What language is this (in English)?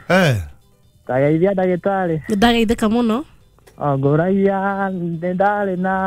Kikuyu